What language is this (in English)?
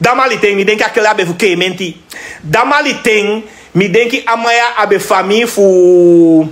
Sranan Tongo